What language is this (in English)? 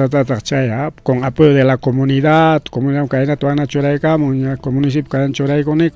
Ayacucho Quechua